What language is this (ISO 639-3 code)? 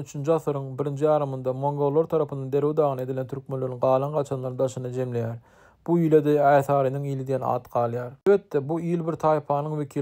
tuk